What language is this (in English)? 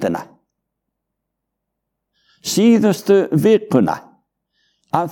Icelandic